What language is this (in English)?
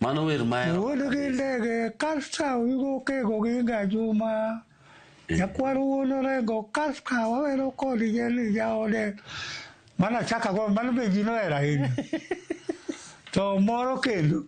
Luo (Kenya and Tanzania)